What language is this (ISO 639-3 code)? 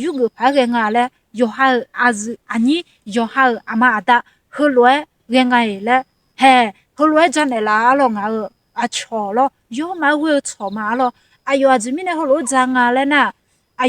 ahk